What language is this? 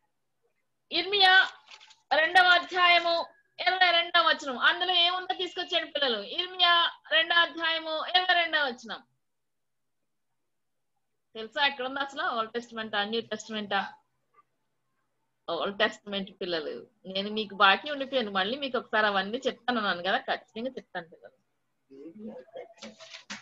Telugu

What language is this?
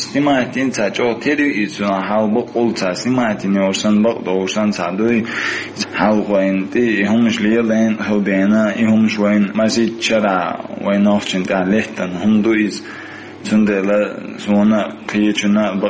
Chechen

